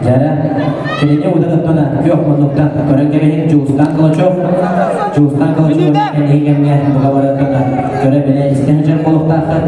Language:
Yakut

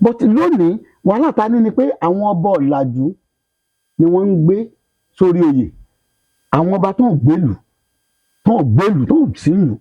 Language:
Yoruba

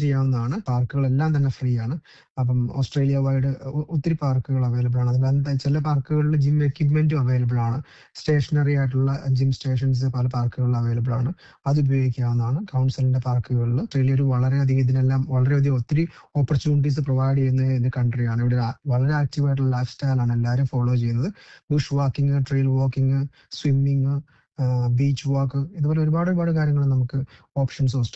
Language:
Malayalam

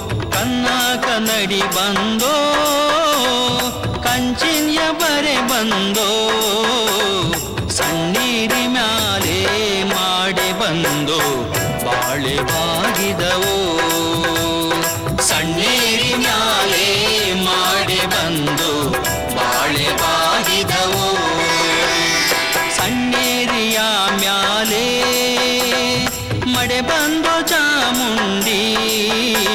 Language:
Kannada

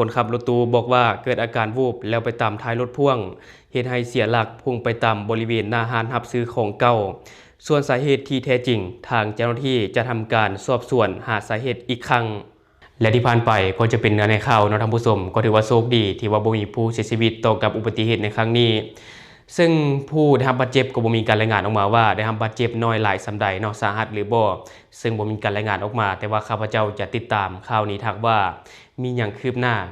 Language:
Lao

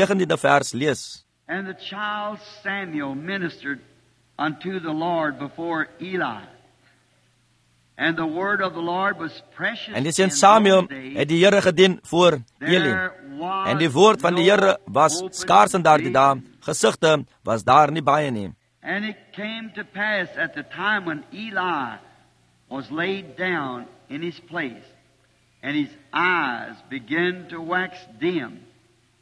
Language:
Afrikaans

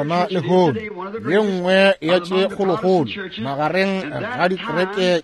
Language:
Northern Sotho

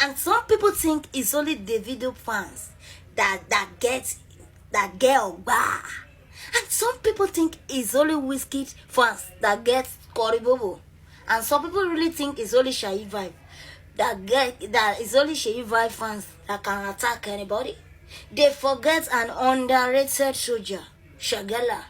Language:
Yoruba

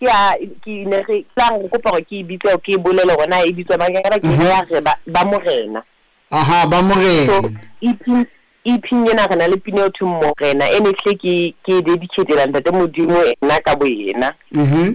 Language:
Southern Sotho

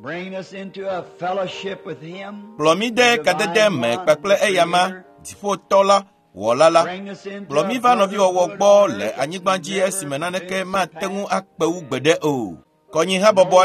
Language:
Ewe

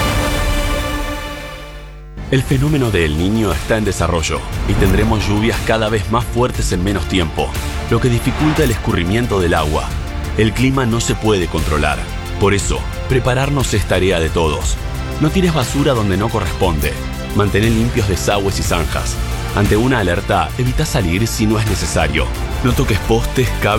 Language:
Spanish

